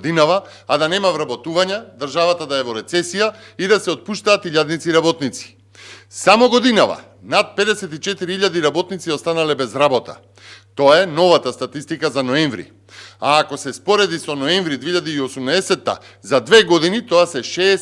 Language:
Macedonian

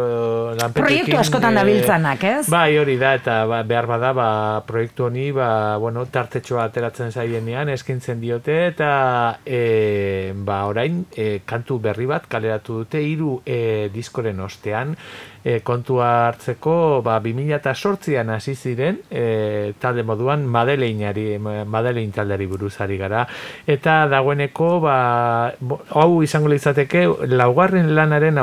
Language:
Basque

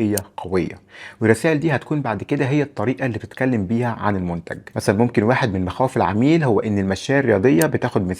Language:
Egyptian Arabic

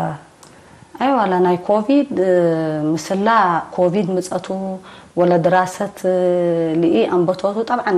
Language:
Tigre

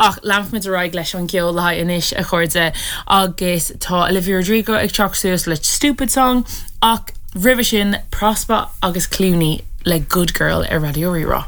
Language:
Irish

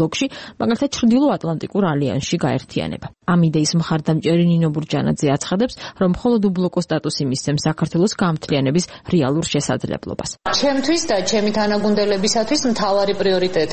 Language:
Georgian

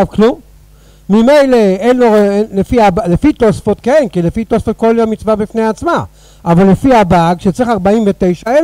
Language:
Hebrew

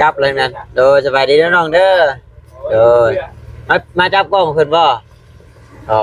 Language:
Northeastern Thai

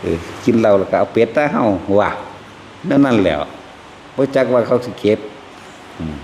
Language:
Northeastern Thai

